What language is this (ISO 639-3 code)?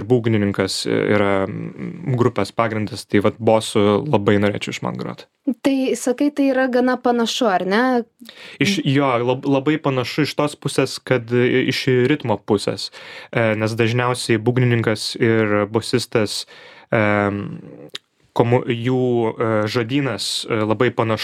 lit